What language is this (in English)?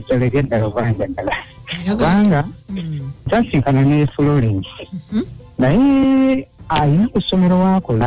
Ganda